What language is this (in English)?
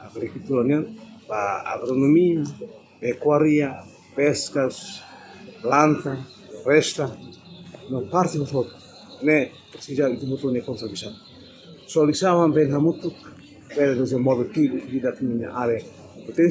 Tetum